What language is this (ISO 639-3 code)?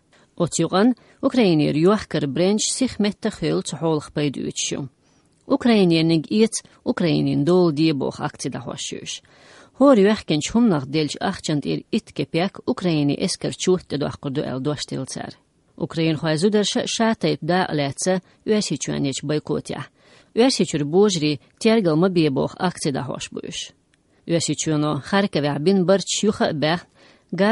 che